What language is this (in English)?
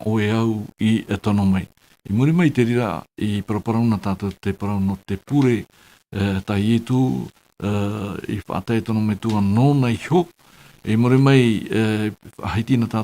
Tahitian